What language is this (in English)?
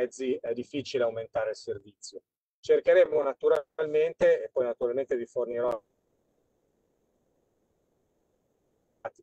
Italian